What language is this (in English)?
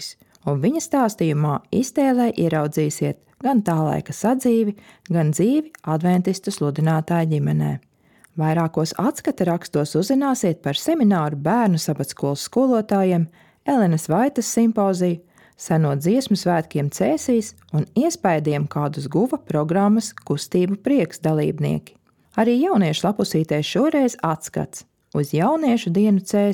Latvian